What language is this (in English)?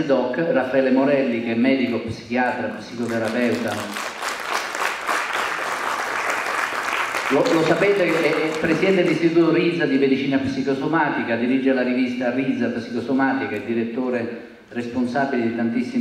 Italian